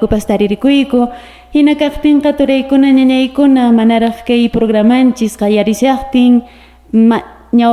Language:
Quechua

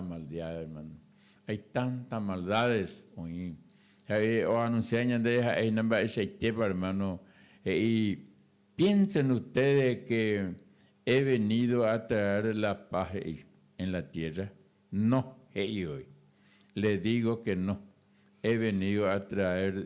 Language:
Guarani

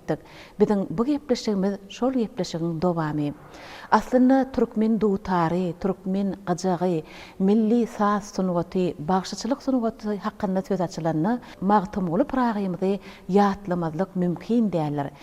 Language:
Turkmen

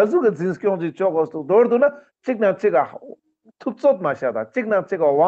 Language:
Ladakhi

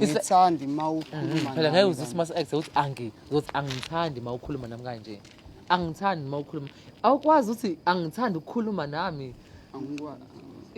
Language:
Zulu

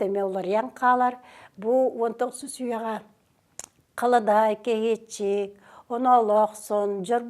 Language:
Yakut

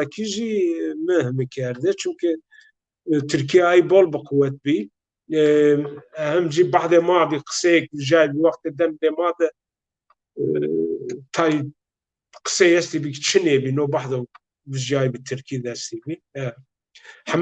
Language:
Zaza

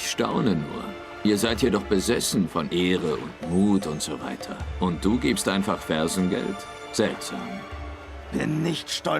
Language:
Swiss German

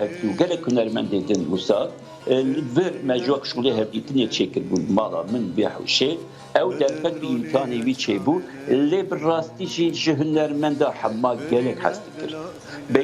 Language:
Kurdish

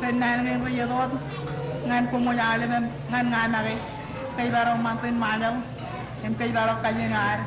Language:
Marshallese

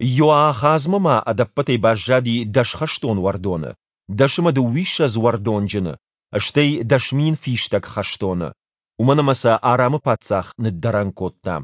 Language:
Ossetic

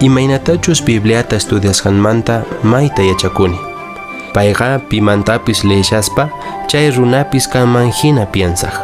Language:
Quechua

